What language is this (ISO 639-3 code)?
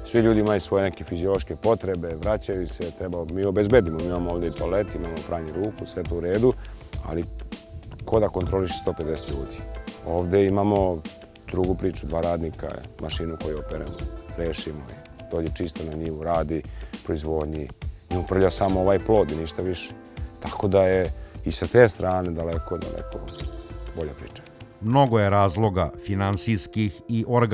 srp